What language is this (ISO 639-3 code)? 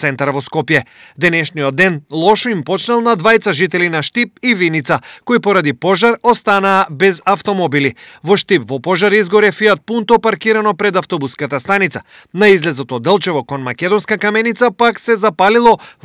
mkd